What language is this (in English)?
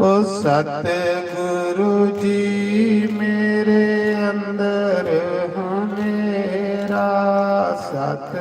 Dogri